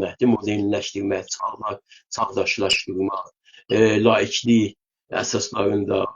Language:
South Azerbaijani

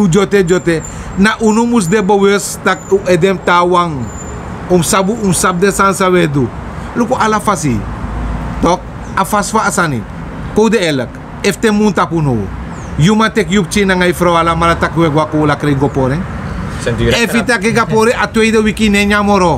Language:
Sranan Tongo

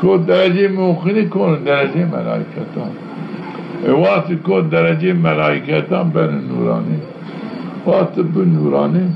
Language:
Zaza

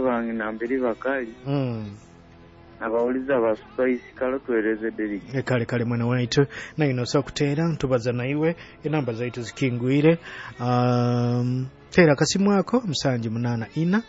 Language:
Nyoro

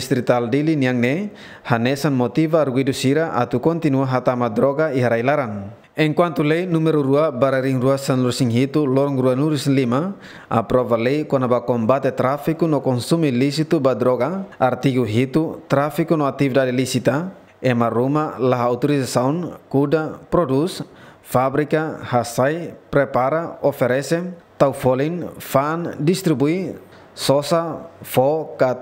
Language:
Tetum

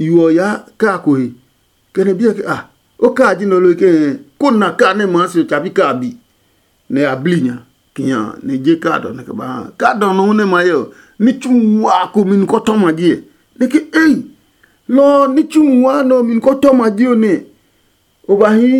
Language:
Adangme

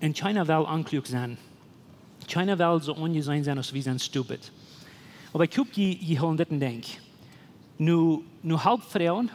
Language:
Plautdietsch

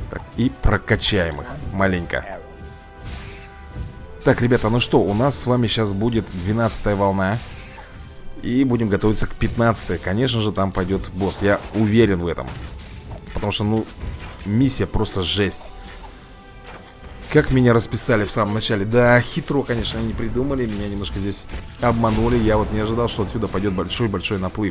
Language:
Russian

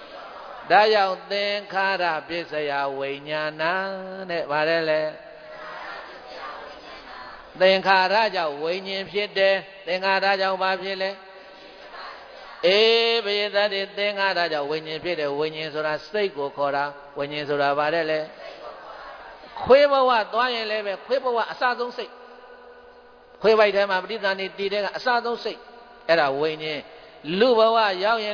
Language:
Burmese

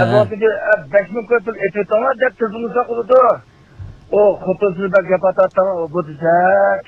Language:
Uyghur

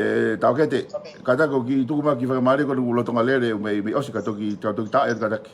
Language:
Tongan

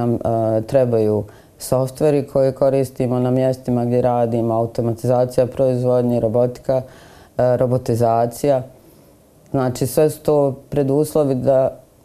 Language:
Bosnian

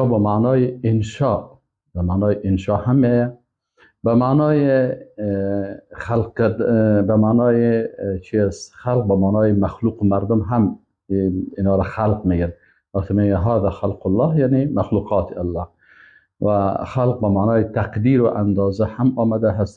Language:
Persian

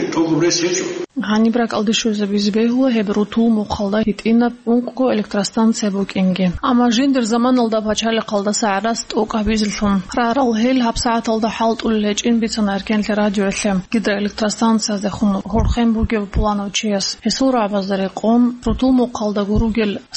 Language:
Avaric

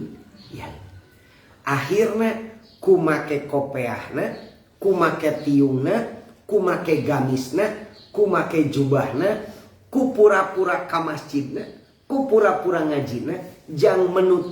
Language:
Sundanese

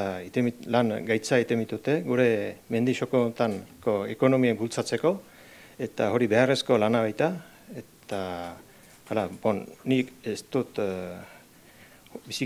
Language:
Basque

